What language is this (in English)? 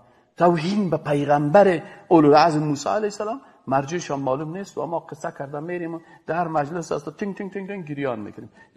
Persian